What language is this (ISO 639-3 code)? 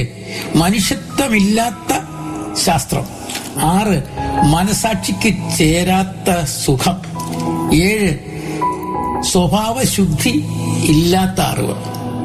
mal